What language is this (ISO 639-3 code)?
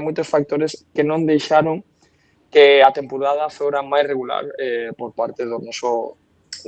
glg